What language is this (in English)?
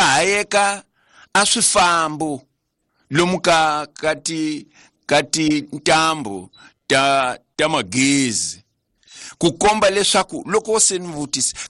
Tsonga